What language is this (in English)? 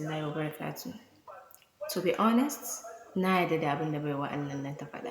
Hausa